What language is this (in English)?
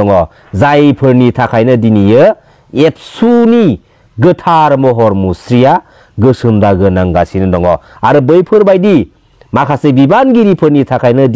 Bodo